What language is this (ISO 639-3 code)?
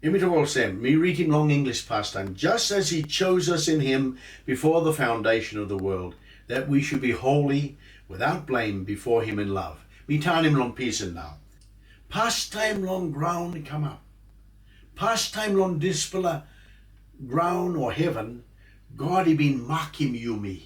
tpi